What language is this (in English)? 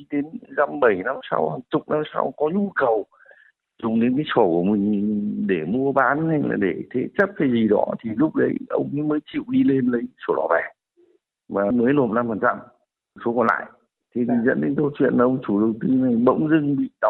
Vietnamese